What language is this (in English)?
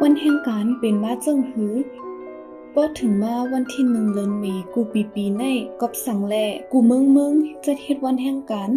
Shan